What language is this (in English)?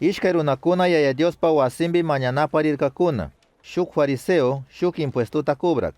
Chimborazo Highland Quichua